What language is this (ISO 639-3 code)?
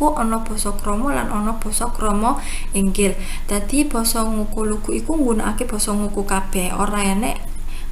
jav